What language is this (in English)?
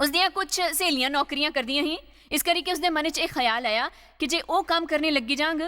Dogri